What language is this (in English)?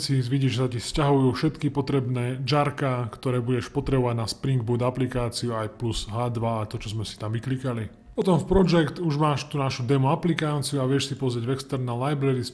Slovak